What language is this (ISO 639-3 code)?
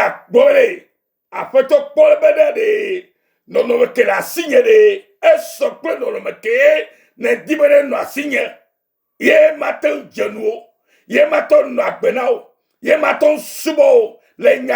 ewe